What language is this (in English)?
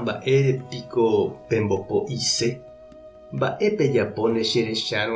Guarani